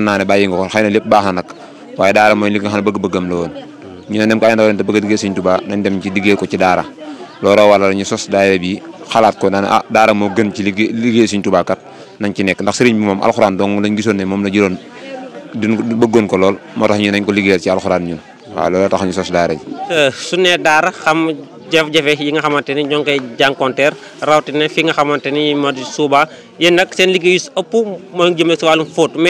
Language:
Wolof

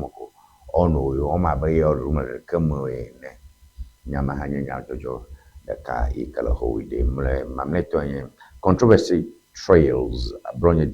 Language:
Ewe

